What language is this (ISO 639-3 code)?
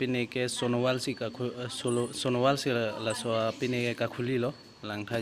mjw